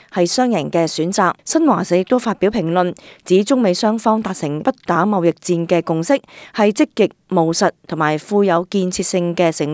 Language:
Cantonese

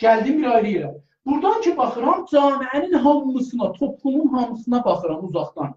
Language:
South Azerbaijani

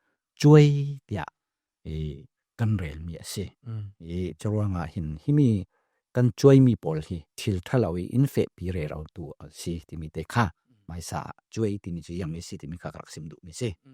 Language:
Falam Chin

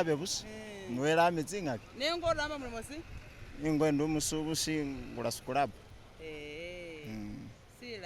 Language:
Masaaba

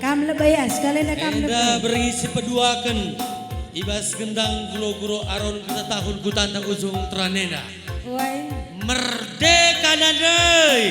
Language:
Batak Karo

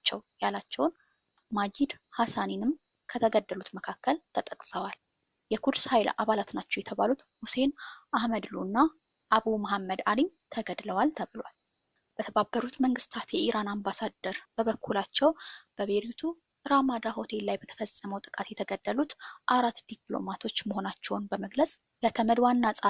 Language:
Amharic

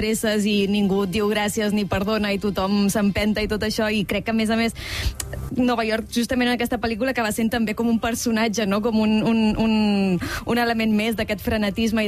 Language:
Catalan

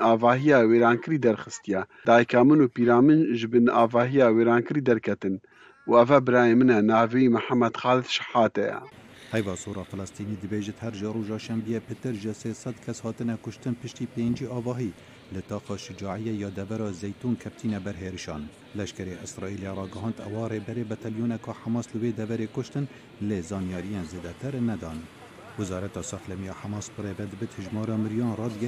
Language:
Kurdish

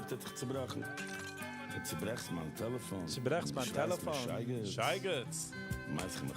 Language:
Yiddish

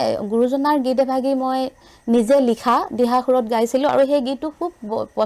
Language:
Assamese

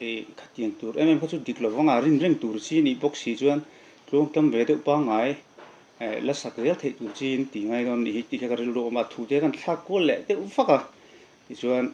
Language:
Mizo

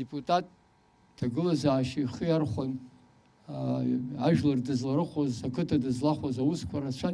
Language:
Abkhazian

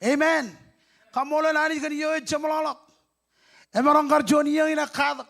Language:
Marshallese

